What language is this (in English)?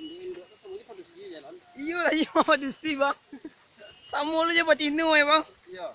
Minangkabau